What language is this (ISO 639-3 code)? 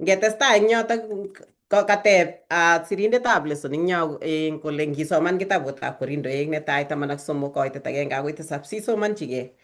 kln